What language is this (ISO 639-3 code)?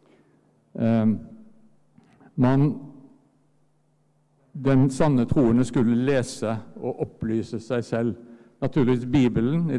nor